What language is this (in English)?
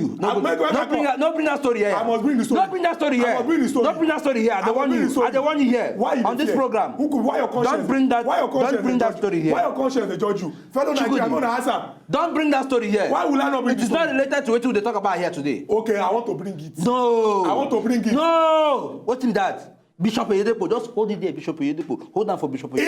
Nigerian Pidgin